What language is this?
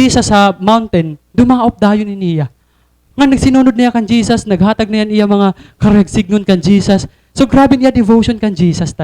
Waray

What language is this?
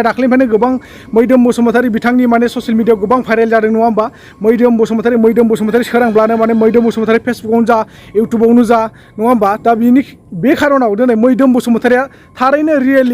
Bodo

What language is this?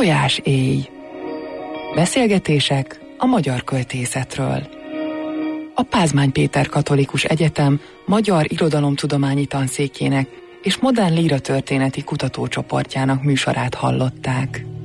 Hungarian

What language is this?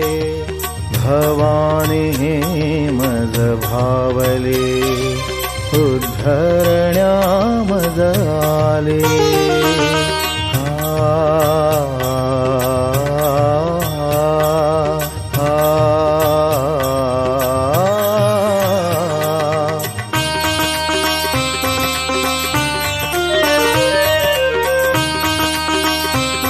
Marathi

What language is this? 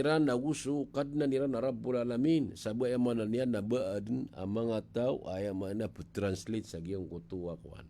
Maranao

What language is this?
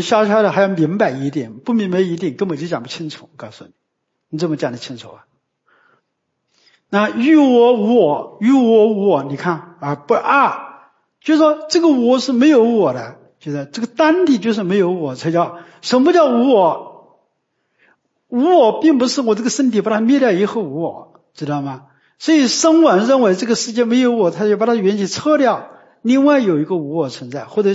Chinese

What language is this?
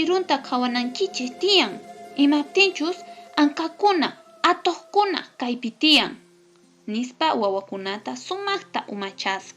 Quechua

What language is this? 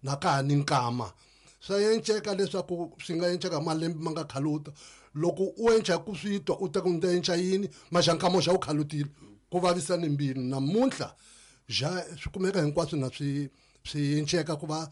Tsonga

